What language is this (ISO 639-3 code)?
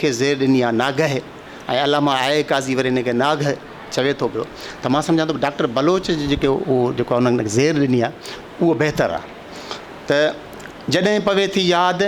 snd